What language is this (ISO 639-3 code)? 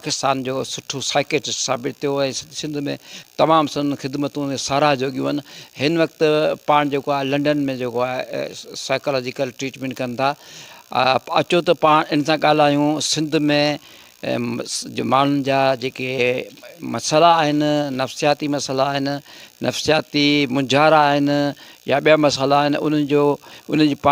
snd